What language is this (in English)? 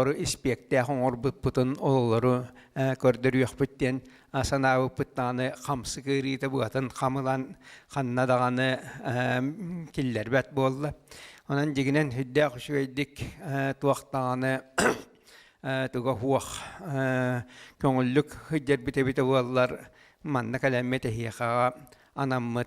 Yakut